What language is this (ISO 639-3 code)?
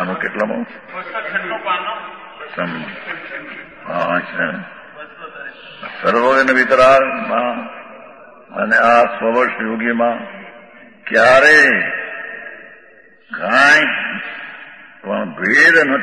guj